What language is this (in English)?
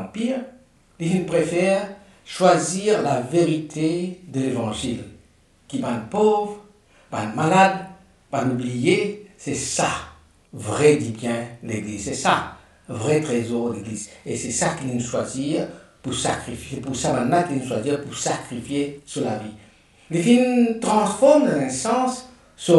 Morisyen